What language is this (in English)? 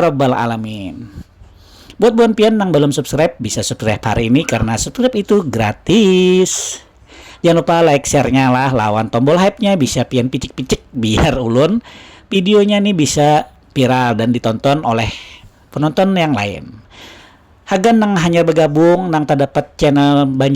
Banjar